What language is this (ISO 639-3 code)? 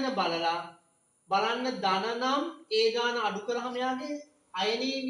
sin